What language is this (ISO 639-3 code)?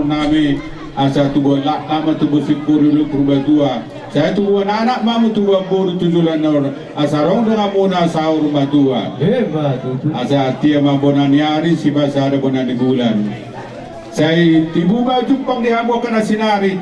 bbc